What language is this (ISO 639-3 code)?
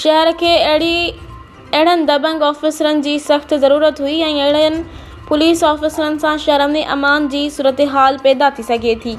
snd